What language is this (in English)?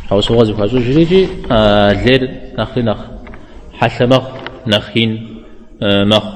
Kabardian